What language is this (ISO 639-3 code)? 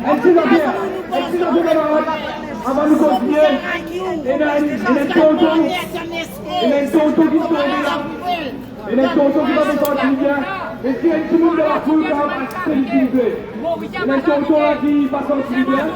mfe